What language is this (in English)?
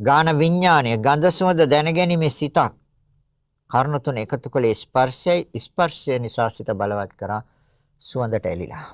Sinhala